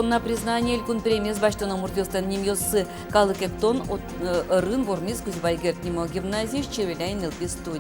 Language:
Udmurt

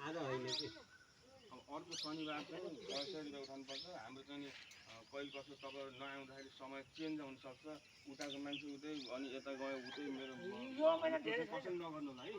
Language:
Nepali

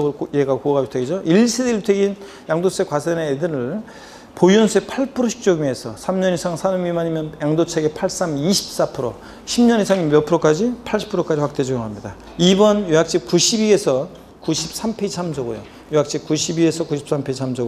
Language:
Korean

